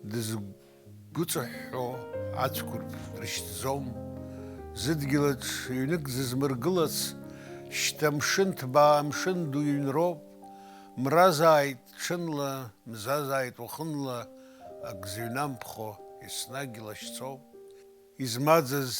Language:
Abkhazian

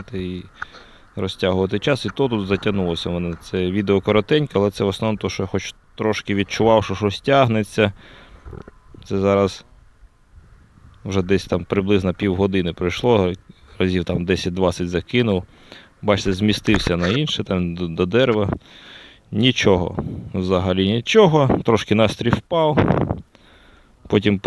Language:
Ukrainian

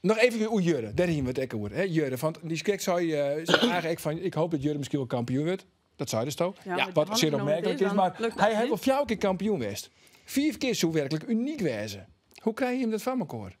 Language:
Western Frisian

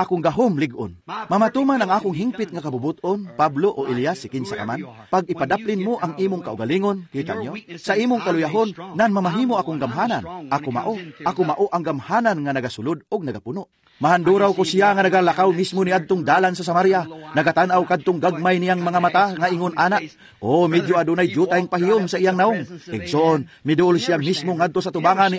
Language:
Cebuano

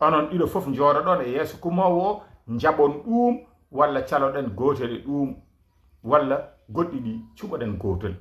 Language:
Fula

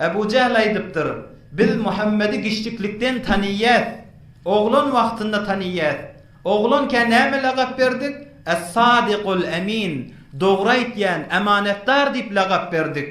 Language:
Turkmen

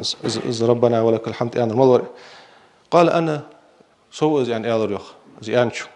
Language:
Ingush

